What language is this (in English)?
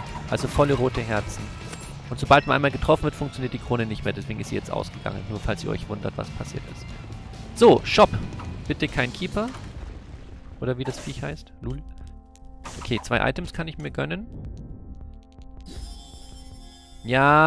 German